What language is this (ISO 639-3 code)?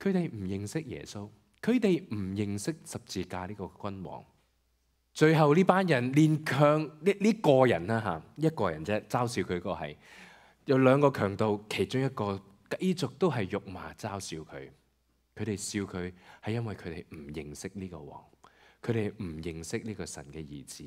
yue